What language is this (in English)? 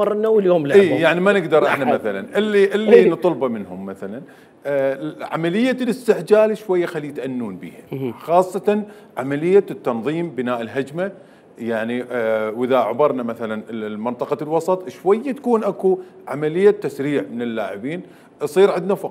Mesopotamian Arabic